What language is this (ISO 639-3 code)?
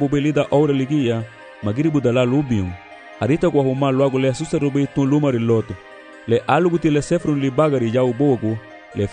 cab